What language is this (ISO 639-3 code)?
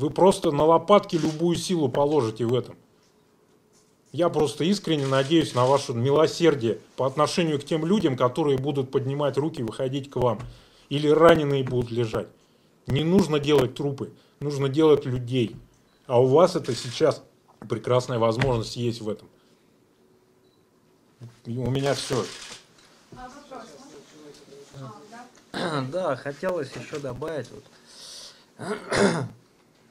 rus